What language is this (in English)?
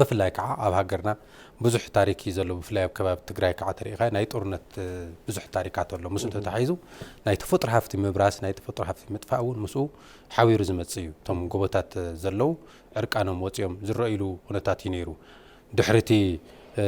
Tigrinya